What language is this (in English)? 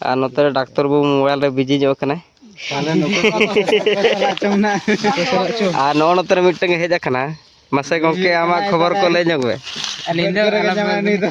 Santali